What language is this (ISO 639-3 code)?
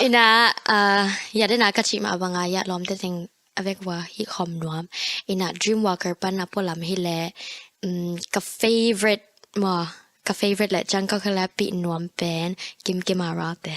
ctd